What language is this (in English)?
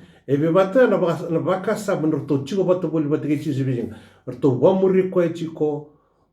Fijian